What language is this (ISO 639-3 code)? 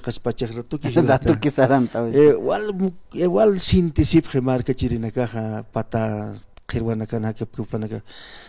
aym